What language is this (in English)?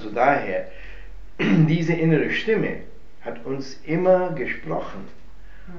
German